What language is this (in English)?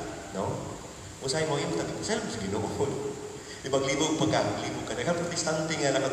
Cebuano